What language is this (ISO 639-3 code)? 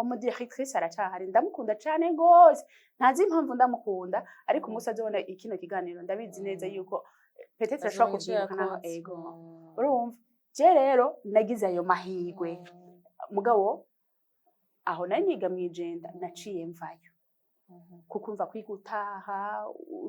run